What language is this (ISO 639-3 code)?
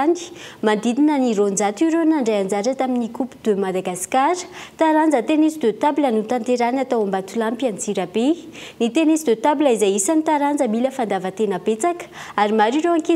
mlg